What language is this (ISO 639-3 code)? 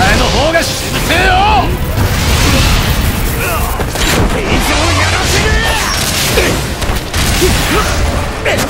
jpn